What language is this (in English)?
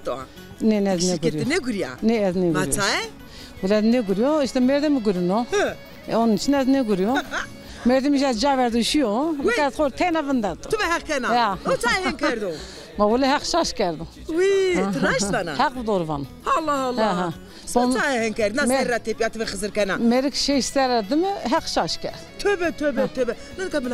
Zaza